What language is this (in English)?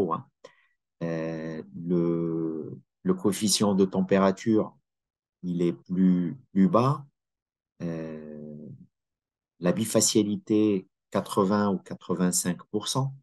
French